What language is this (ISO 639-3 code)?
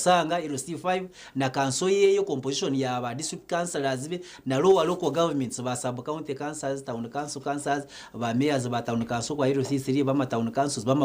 nyn